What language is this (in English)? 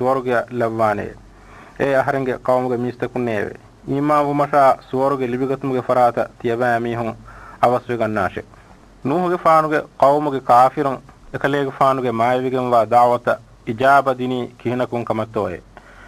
Divehi